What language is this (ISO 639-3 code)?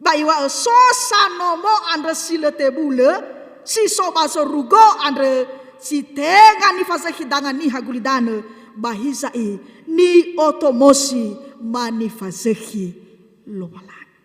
nia